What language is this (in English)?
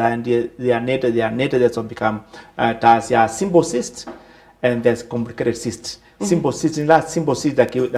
Kamba